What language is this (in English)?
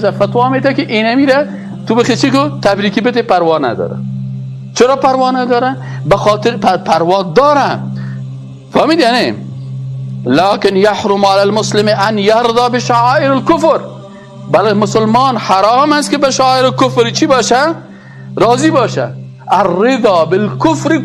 Persian